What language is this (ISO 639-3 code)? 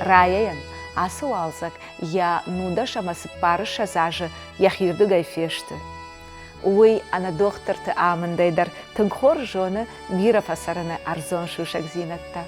oss